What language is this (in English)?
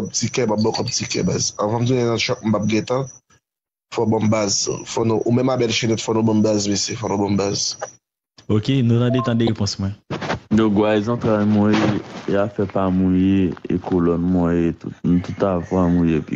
Haitian Creole